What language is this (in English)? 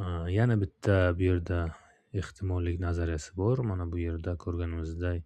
Uzbek